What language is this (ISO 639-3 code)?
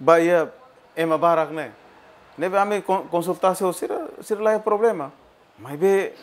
tet